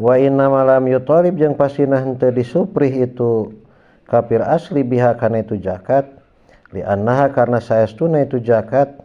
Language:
Sundanese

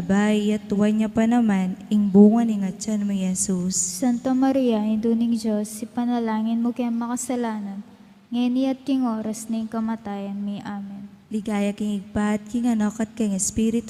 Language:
Pampanga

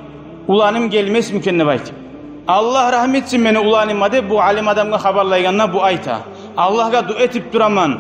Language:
Kumyk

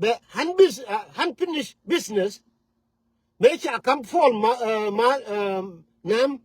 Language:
Nuer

